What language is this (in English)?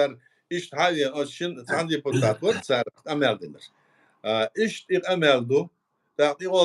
Chechen